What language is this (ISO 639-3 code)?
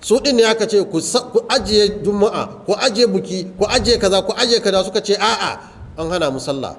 hau